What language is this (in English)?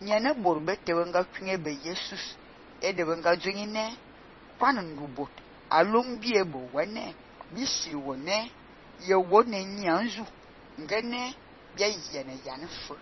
Fang